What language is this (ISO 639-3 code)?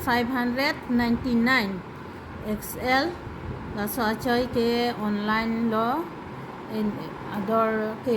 mjw